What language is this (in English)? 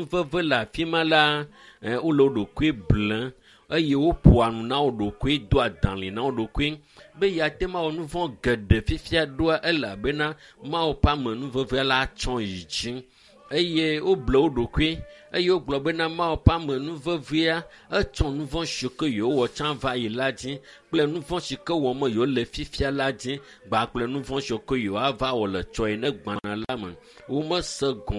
Ewe